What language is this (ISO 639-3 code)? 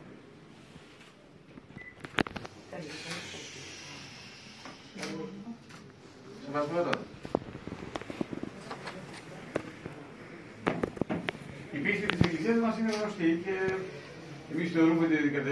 ell